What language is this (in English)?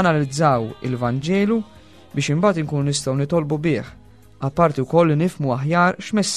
Maltese